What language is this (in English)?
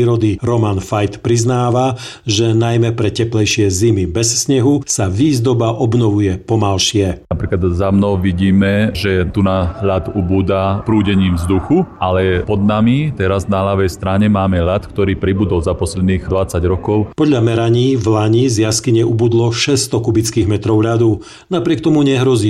Slovak